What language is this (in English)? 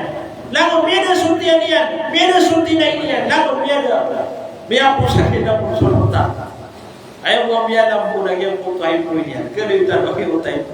Maranao